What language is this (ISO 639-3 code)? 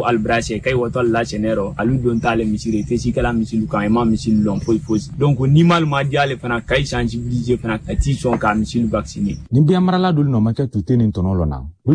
bam